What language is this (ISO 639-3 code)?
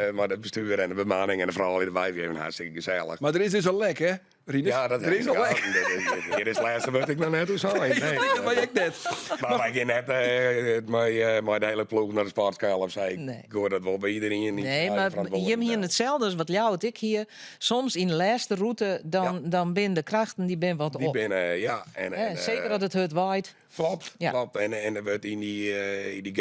fry